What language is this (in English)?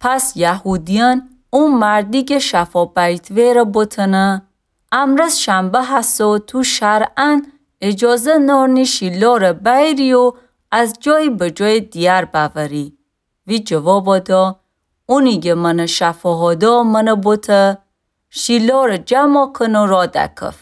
Gilaki